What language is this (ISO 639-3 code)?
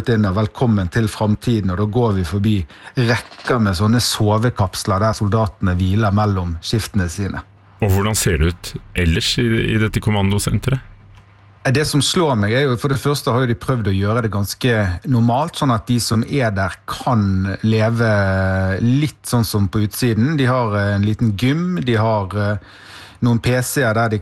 nor